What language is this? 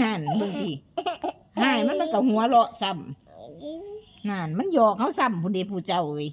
Northeastern Thai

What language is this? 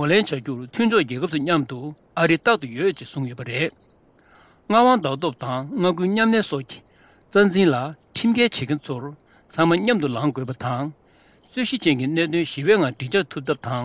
Tibetan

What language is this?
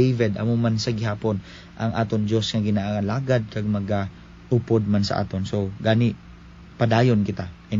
Hiligaynon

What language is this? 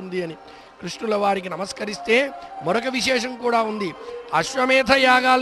Telugu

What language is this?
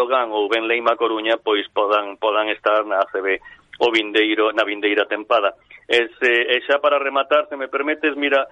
Galician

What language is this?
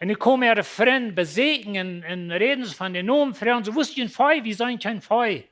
Plautdietsch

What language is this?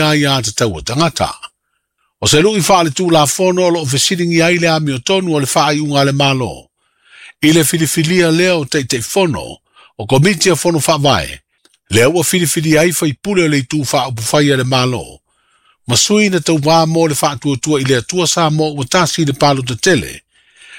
Samoan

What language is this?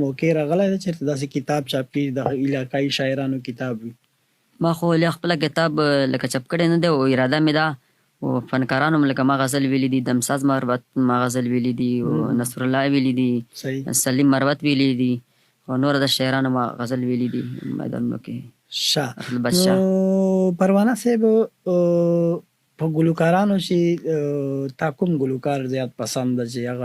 Pashto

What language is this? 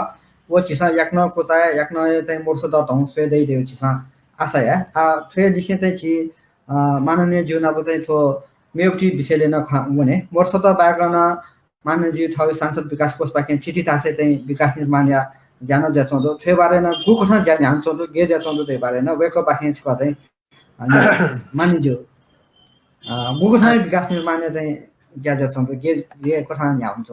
Newari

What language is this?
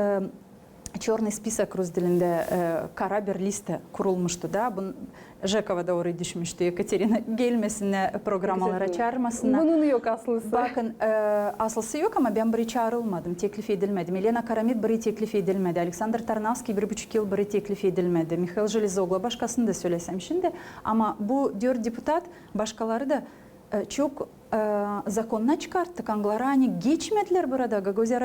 Gagauz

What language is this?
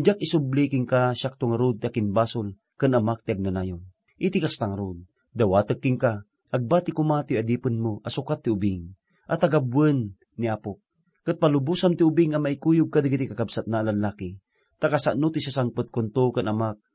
Iloko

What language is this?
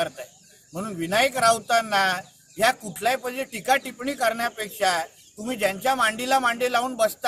Marathi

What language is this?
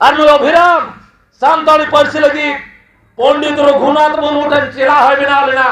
Santali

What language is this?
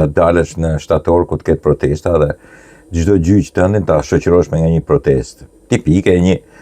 Albanian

